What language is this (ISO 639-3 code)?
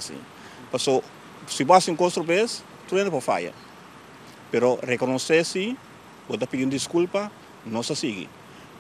pap